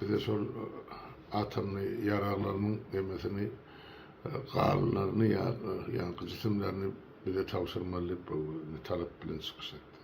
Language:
Turkmen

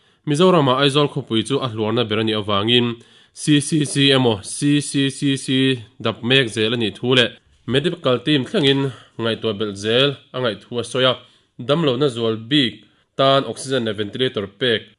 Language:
Mizo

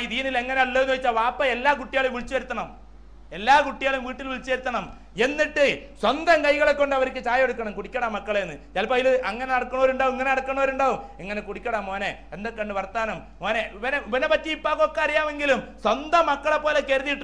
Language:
Malayalam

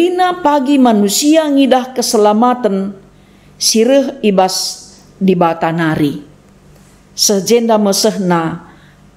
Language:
Batak Karo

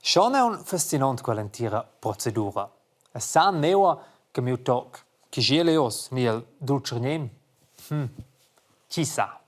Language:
Romansh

